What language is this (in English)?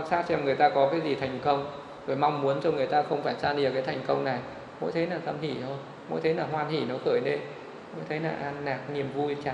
Vietnamese